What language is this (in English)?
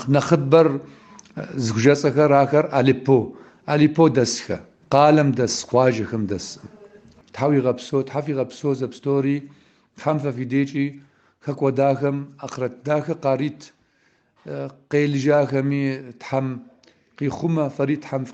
Kabardian